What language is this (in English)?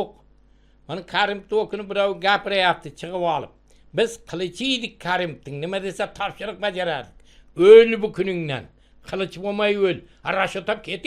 Uzbek